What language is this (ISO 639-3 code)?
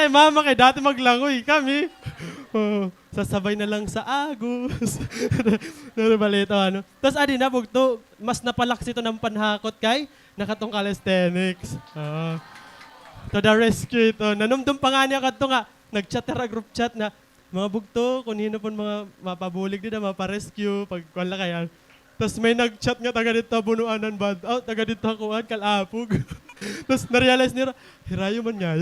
war